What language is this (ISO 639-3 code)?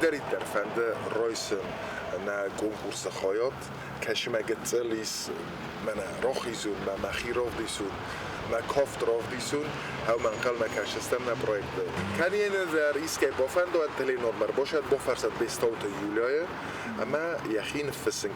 oss